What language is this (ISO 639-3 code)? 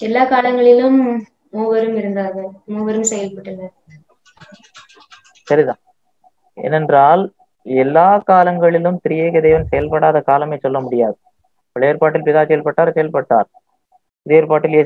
tam